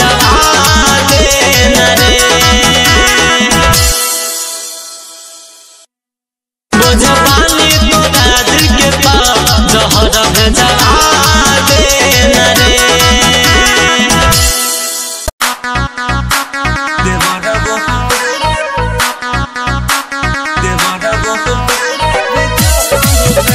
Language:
Bhojpuri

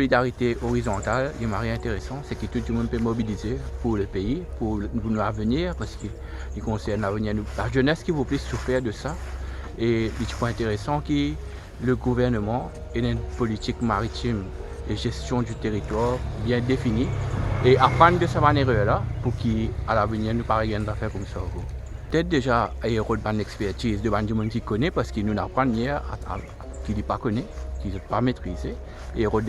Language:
Morisyen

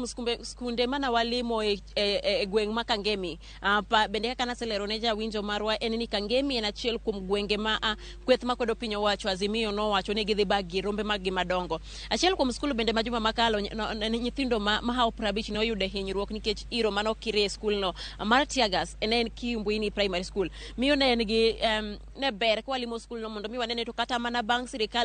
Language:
Luo (Kenya and Tanzania)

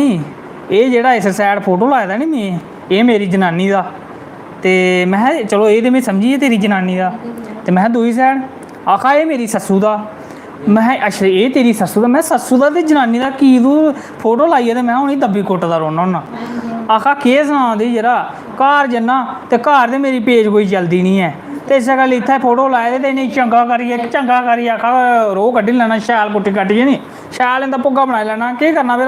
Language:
Dogri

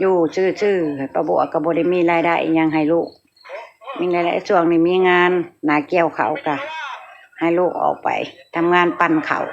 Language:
Northeastern Thai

